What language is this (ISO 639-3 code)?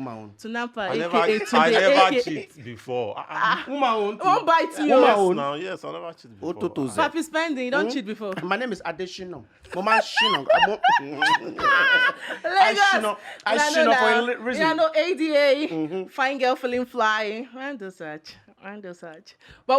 pcm